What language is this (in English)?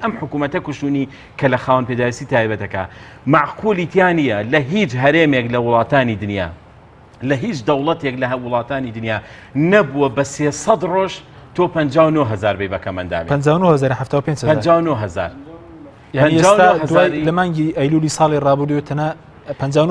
Central Kurdish